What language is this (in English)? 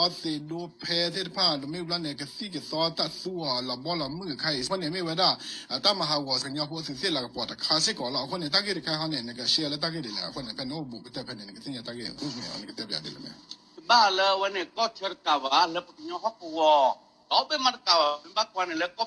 S'gaw Karen